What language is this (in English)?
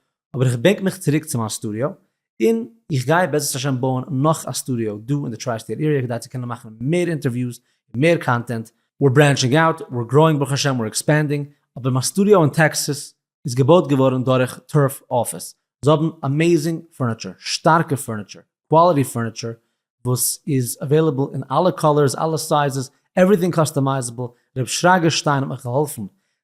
Yiddish